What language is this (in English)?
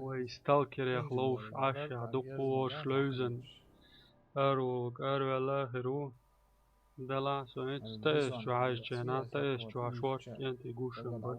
Chechen